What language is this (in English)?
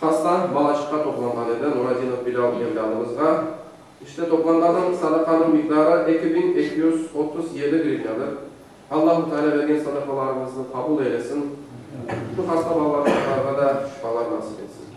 Crimean Tatar